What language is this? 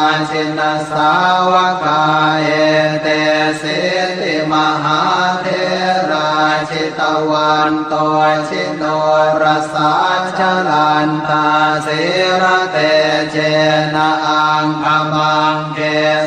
Pali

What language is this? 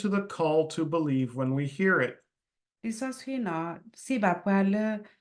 S'gaw Karen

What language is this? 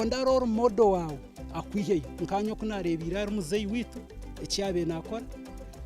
Nyankole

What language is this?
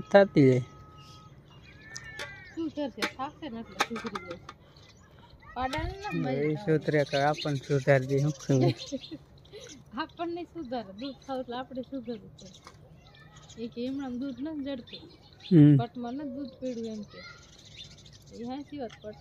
Gujarati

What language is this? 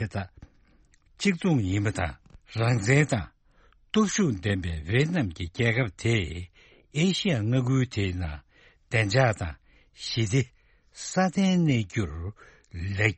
Tibetan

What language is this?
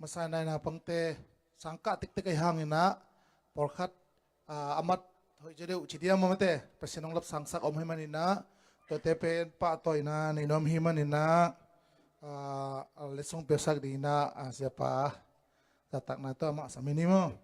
Tedim Chin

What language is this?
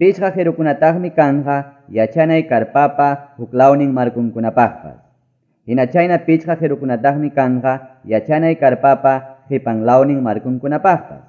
Quechua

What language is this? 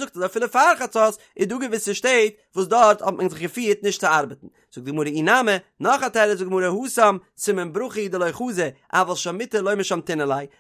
Yiddish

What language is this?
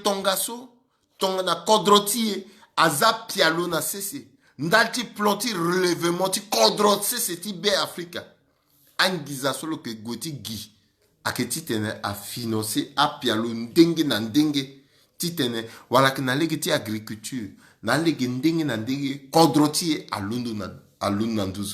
Sango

